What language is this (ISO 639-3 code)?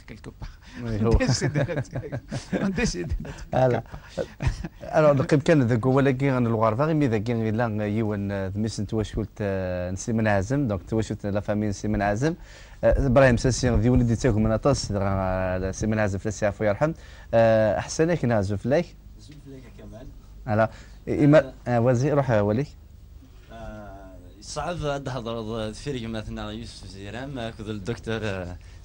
kab